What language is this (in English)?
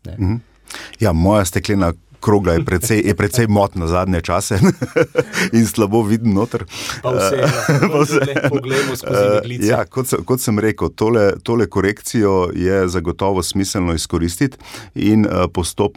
Slovenian